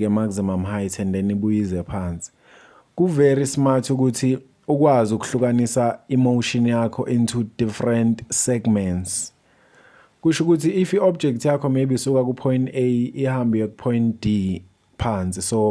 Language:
Zulu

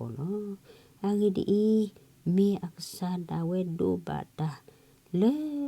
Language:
S'gaw Karen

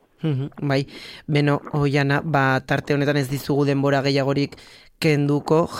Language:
Basque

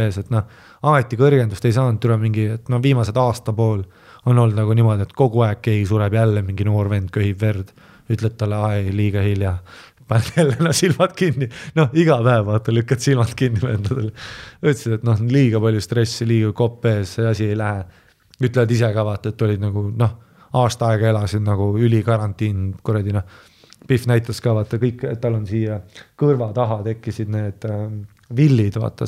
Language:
Estonian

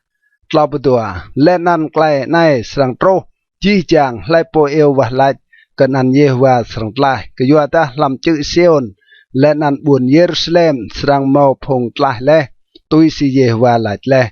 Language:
Rade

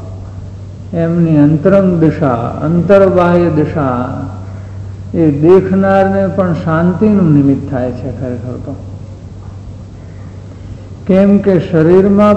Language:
Gujarati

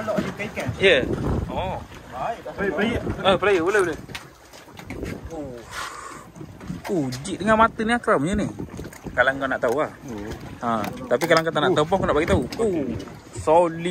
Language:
Malay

